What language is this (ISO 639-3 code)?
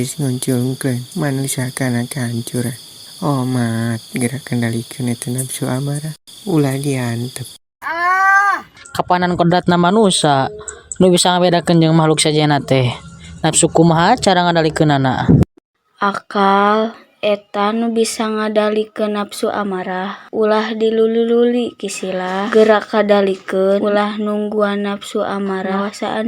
sun